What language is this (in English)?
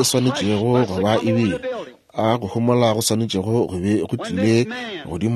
Northern Sotho